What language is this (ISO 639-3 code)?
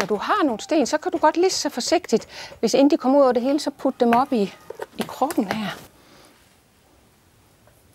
dan